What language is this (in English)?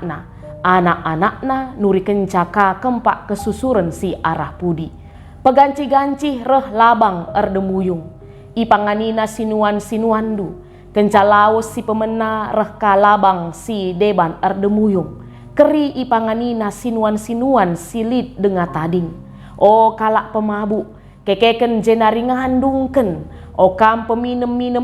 Batak Karo